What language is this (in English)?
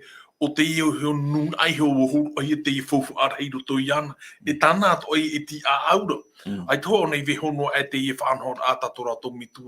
Tahitian